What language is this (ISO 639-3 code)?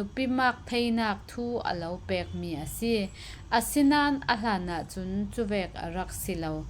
cfm